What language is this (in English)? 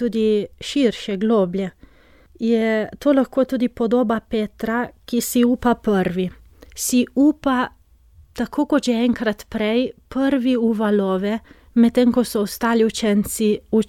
Slovenian